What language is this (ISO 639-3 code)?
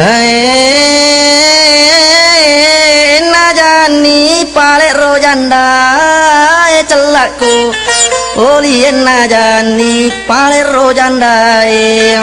bug